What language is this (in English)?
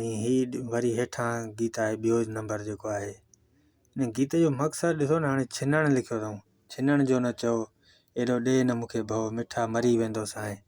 Sindhi